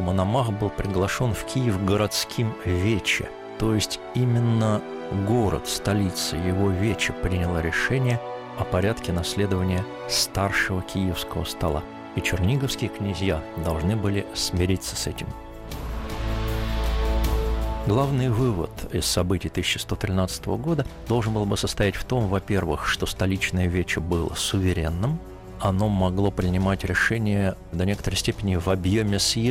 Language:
Russian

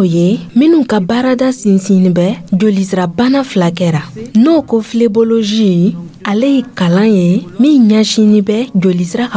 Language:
Dyula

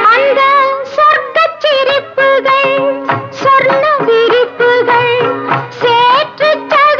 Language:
Tamil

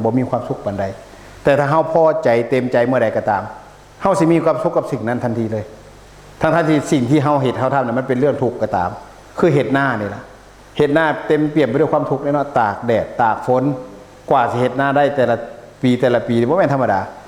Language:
Northeastern Thai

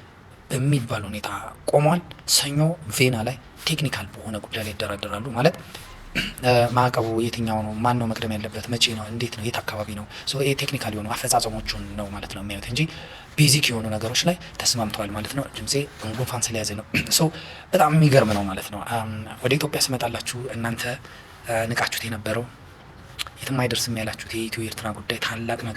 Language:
Amharic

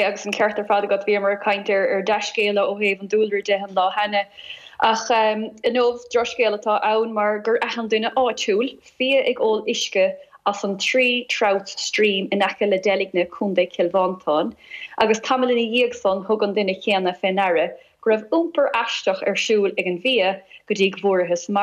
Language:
Irish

